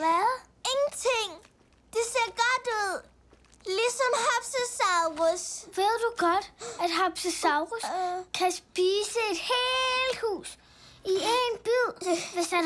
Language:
Danish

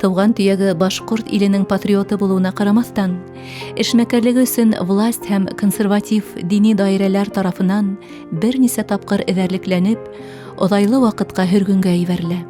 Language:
Bashkir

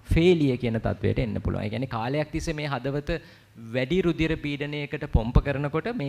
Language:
Sinhala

